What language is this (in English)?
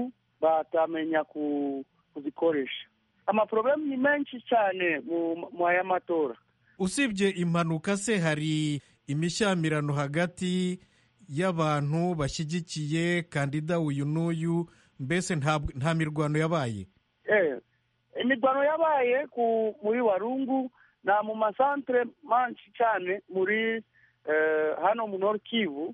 Kinyarwanda